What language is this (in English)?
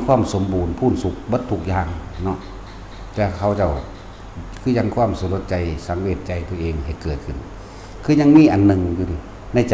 Lao